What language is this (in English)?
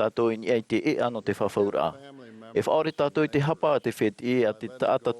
Tahitian